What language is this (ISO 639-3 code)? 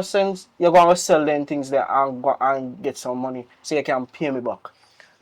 jam